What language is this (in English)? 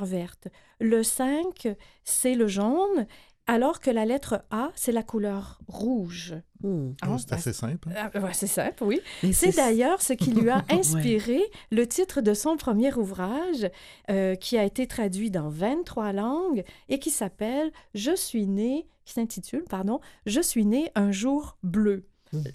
French